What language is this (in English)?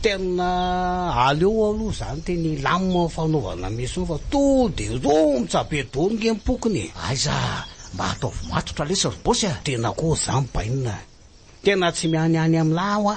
Malagasy